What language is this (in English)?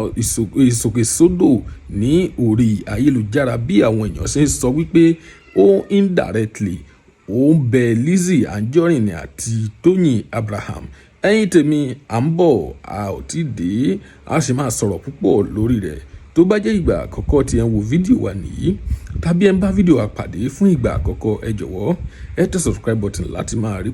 Yoruba